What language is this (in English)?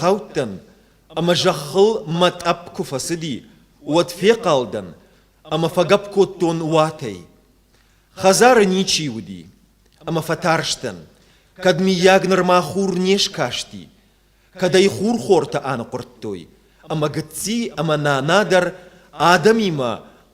Ossetic